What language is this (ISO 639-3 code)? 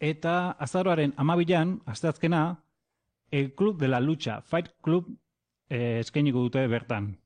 eus